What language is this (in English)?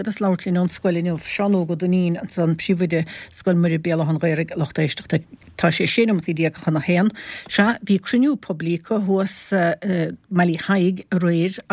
Irish